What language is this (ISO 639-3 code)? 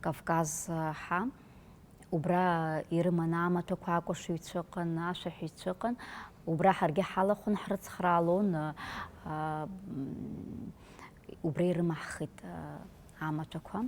abk